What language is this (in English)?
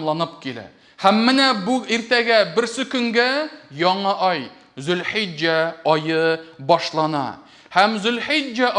Tatar